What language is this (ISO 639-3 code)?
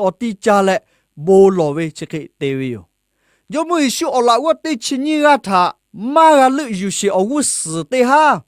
lhu